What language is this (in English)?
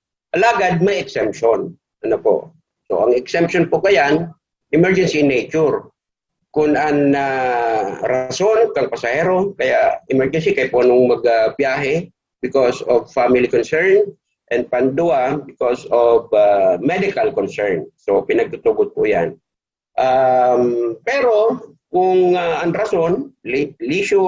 Bikol